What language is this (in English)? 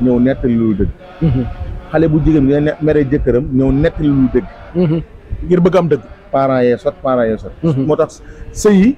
Wolof